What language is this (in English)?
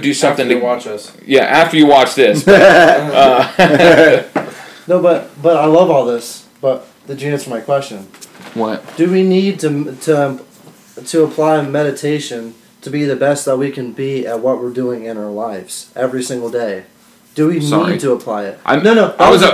English